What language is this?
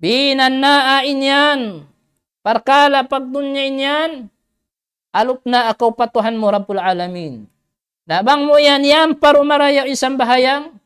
Tausug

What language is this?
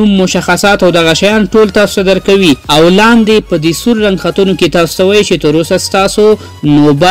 Pashto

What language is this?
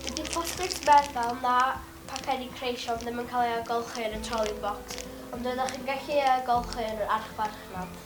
Welsh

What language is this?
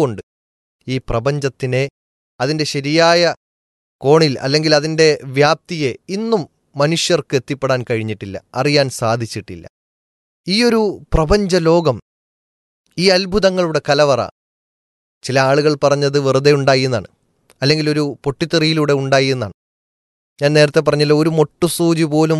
Malayalam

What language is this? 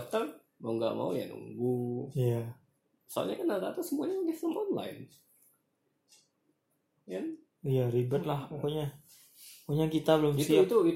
Indonesian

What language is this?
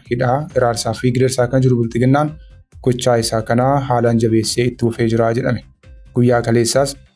Oromo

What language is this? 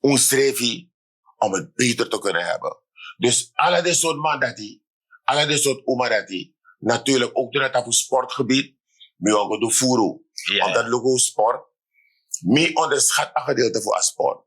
Sranan Tongo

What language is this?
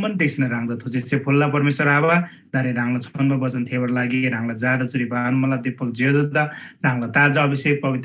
Eastern Tamang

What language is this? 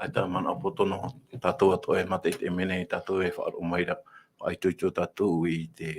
Tahitian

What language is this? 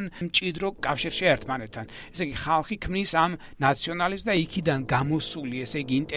Georgian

